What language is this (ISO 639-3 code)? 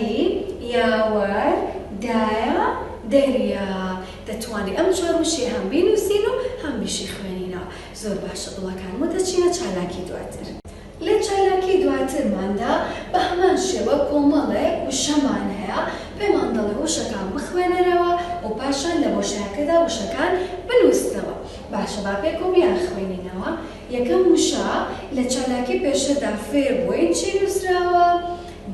ckb